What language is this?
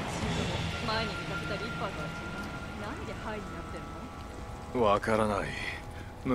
Japanese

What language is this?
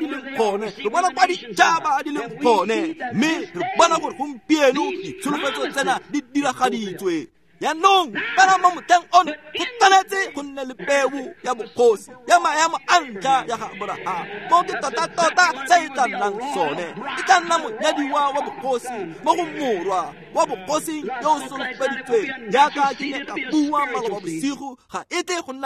Tswana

